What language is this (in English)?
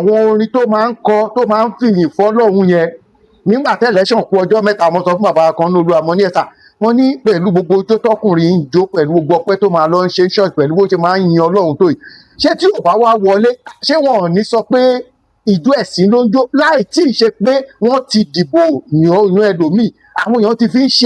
Yoruba